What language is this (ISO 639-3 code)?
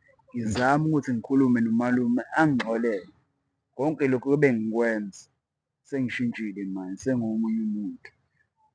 zul